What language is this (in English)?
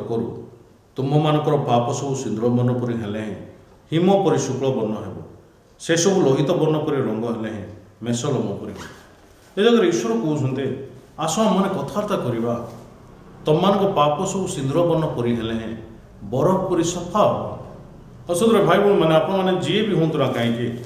Odia